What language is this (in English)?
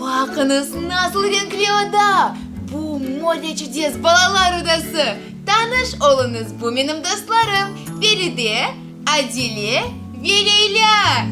Crimean Tatar